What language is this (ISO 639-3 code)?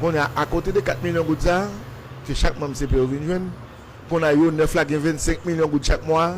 hat